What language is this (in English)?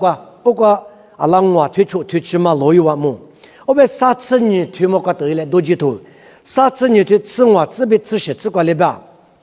Lisu